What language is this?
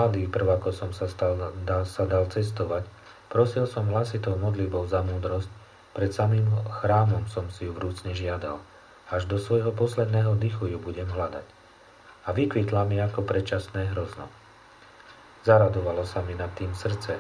Slovak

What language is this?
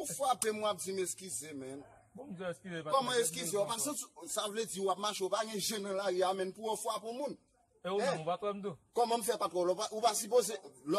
Haitian Creole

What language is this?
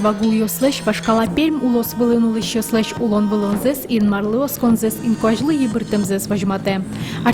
Udmurt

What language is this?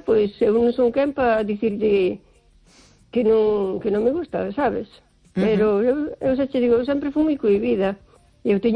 Galician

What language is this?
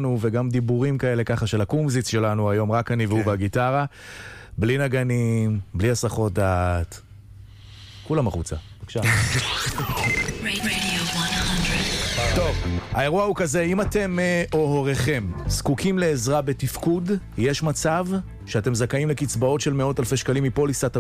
Hebrew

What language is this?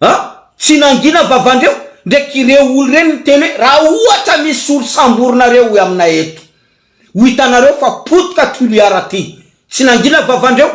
Malagasy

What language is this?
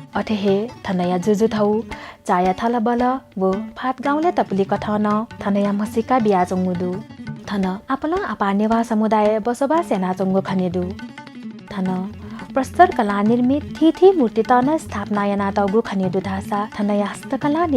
Newari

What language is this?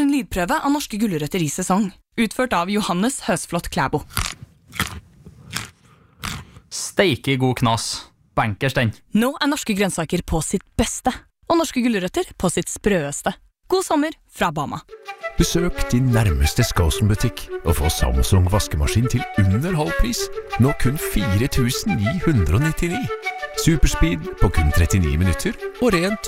Norwegian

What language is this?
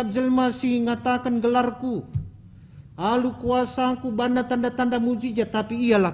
Batak Karo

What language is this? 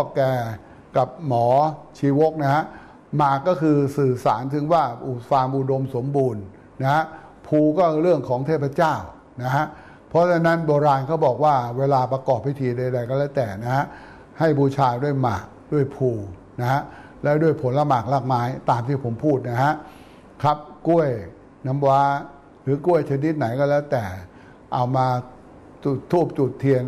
Thai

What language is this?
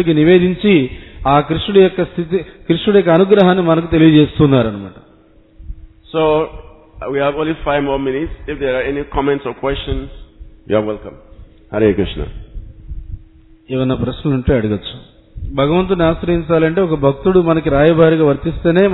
Telugu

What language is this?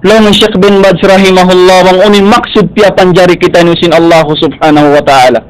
Tausug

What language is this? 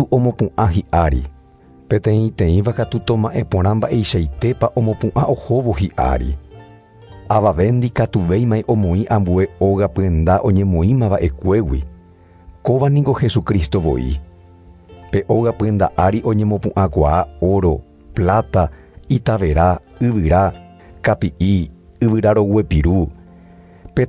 Guarani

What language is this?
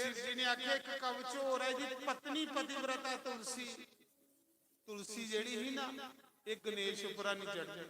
Dogri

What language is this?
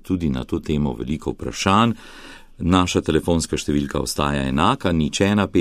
Slovenian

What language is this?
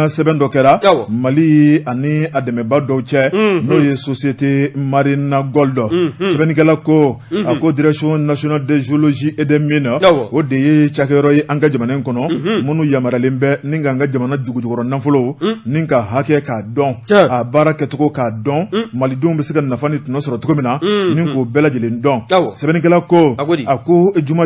Bambara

